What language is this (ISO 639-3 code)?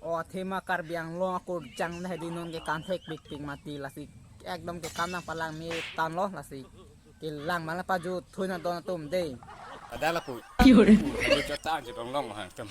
mjw